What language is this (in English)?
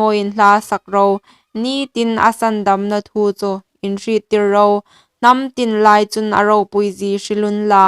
Hmar